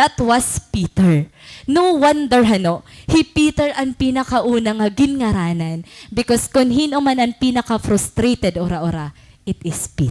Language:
Waray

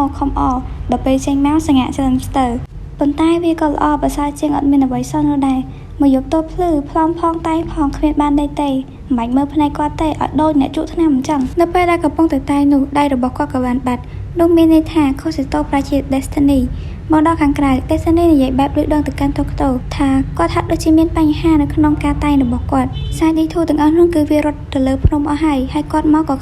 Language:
Khmer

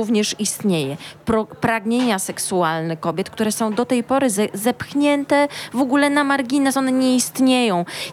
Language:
Polish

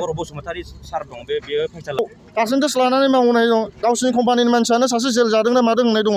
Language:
Bodo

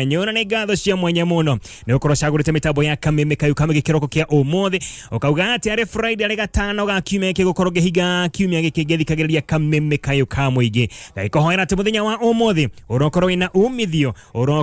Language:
Kikuyu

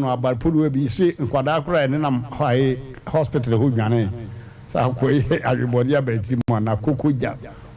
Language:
Akan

